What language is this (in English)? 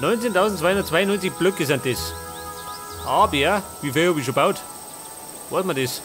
Bavarian